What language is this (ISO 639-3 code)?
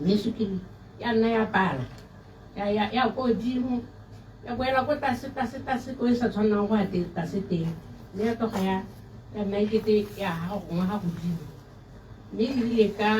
tsn